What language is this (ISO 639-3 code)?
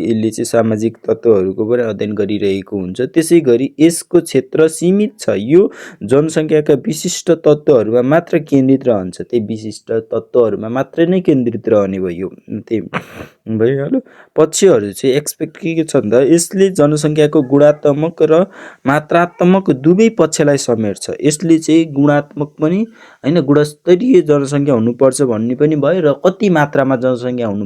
nep